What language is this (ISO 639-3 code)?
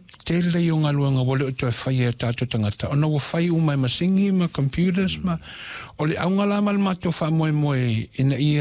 smo